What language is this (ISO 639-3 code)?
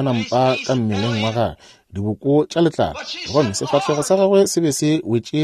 nso